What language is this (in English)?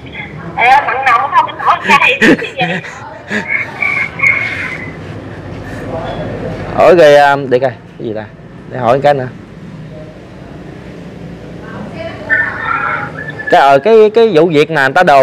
Vietnamese